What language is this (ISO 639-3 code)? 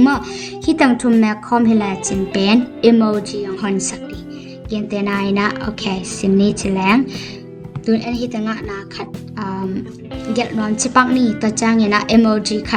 ctd